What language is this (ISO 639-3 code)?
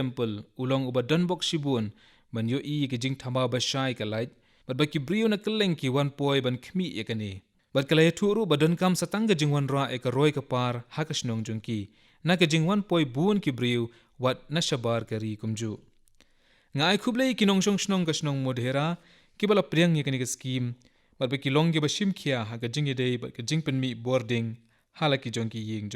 kha